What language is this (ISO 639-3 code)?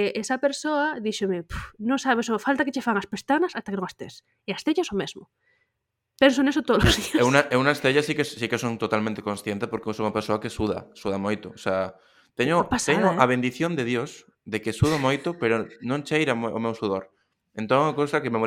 glg